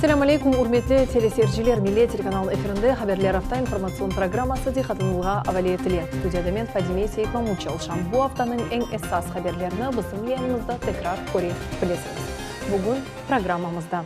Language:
Crimean Tatar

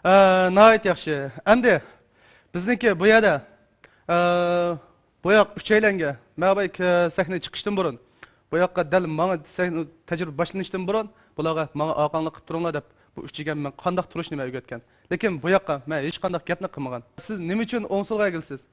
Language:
Uyghur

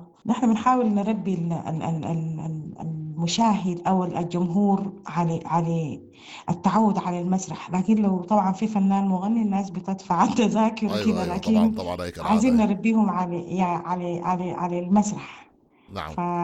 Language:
Sudanese Arabic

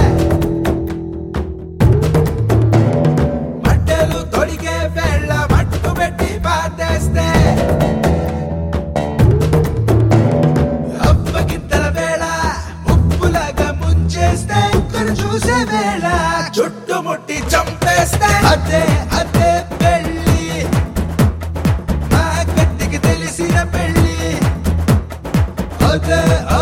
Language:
Telugu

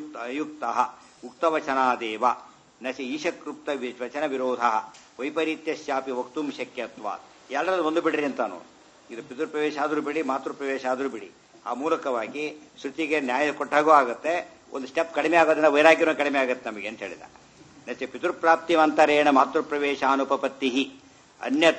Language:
Kannada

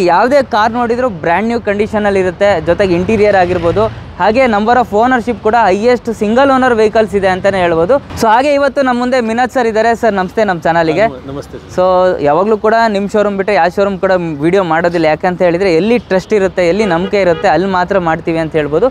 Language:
Kannada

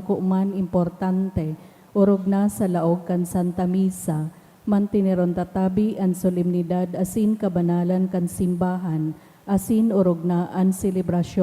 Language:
Bikol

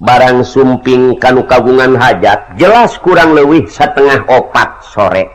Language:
Sundanese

